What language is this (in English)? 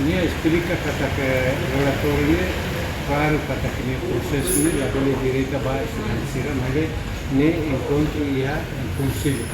Tetum